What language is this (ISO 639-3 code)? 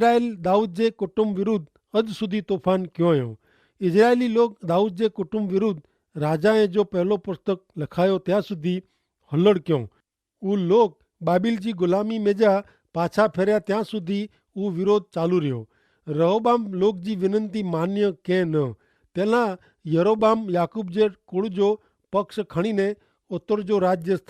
kfr